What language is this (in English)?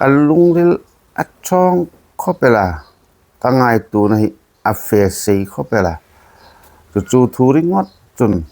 Hmar